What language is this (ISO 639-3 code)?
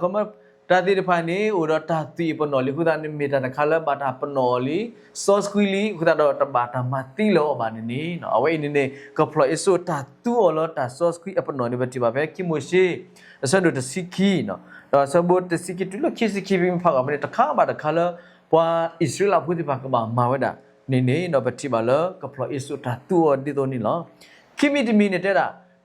ksw